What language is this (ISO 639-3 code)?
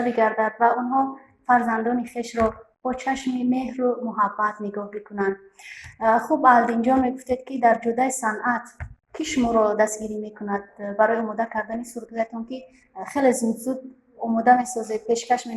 tgk